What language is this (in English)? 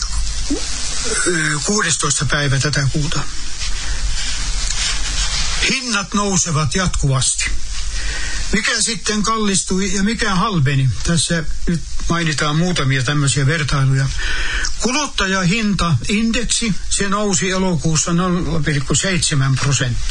Finnish